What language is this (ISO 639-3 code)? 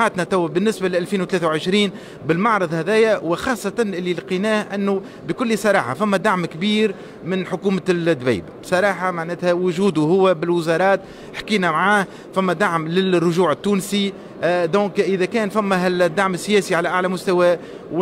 aeb